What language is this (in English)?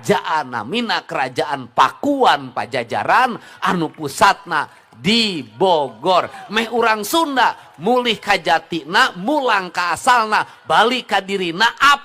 Sundanese